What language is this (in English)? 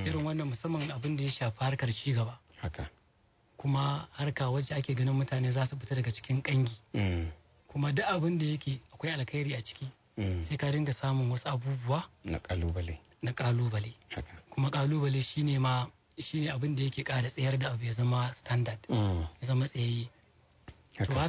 Hausa